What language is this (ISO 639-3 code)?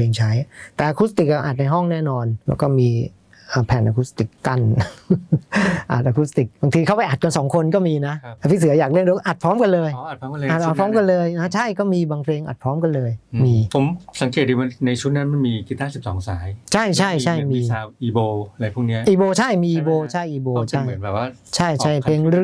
tha